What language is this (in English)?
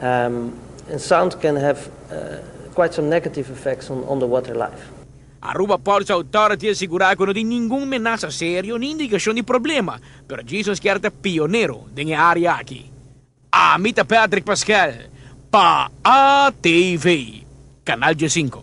Papiamento